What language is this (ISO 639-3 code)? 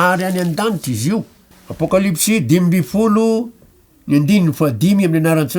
mlg